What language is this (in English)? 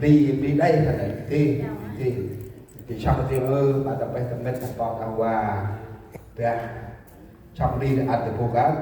Central Mnong